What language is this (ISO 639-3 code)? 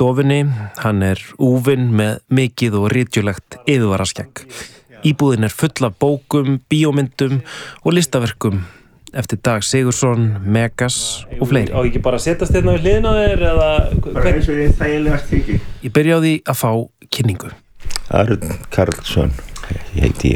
isl